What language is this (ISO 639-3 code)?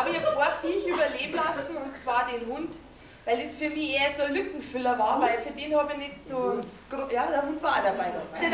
bar